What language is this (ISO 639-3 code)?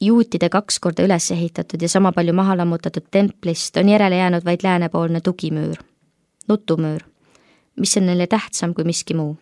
est